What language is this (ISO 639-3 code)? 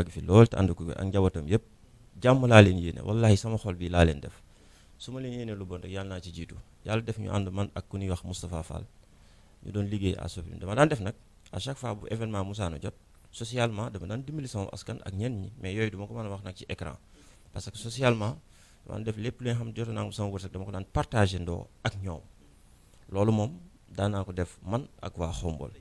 wol